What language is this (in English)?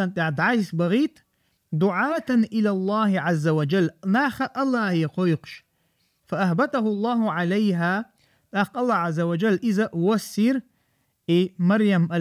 Chechen